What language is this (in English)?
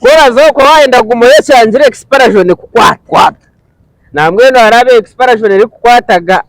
Nyankole